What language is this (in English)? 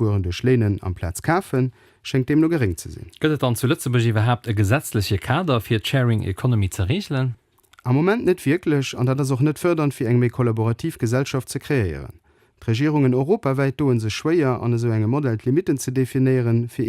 Luxembourgish